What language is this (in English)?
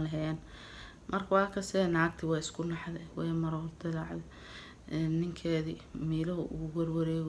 Somali